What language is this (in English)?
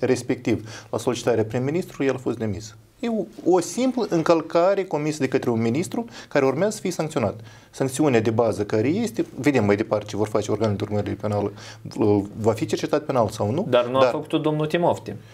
Romanian